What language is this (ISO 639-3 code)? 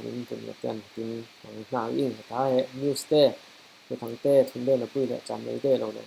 cfm